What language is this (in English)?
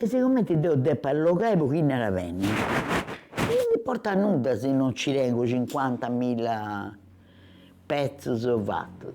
Sardinian